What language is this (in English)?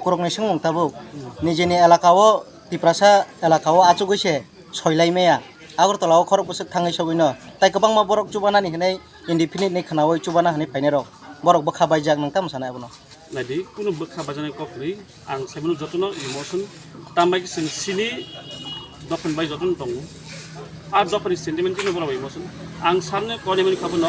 Kok Borok